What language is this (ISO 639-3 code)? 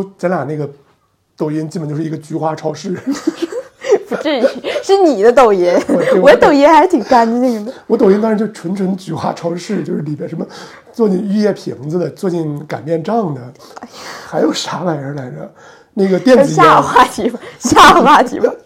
zho